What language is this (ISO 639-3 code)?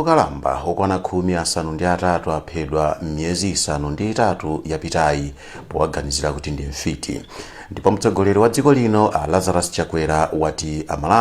nya